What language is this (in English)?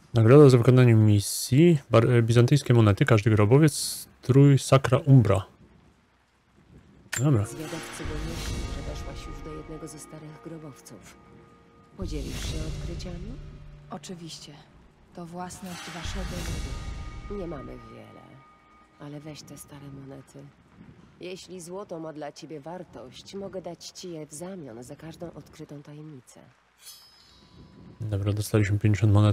Polish